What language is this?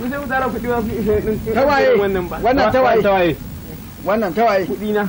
Hausa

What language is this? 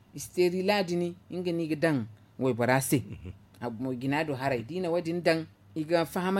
Zarma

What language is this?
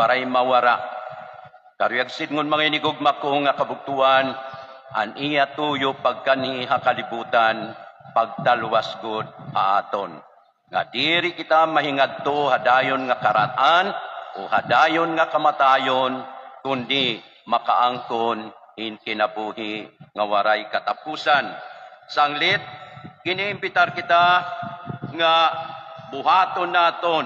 Waray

